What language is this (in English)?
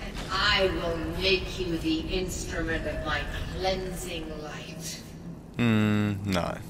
Swiss German